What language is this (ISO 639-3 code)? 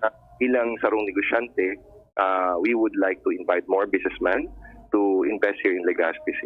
bik